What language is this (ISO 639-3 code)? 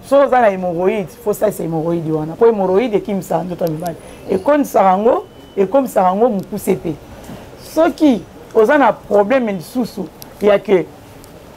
lin